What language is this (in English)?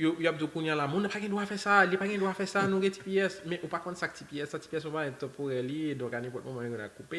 Haitian Creole